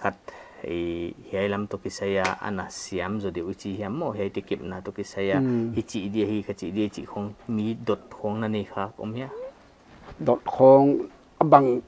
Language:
Paite Chin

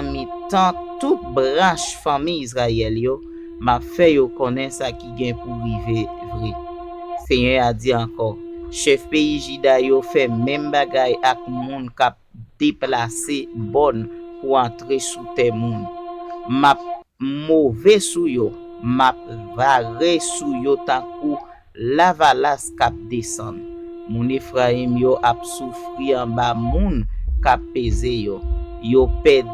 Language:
Haitian Creole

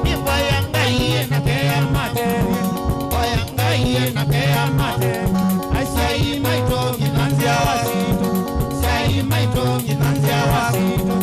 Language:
Kamba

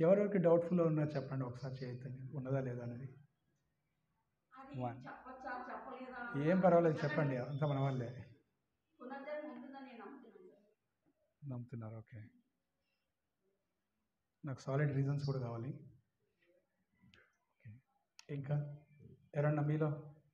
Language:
Telugu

